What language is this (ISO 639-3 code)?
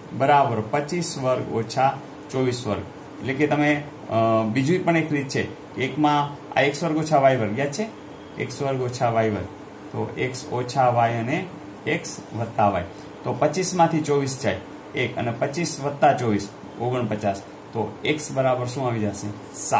guj